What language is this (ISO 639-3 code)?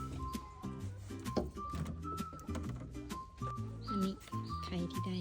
lao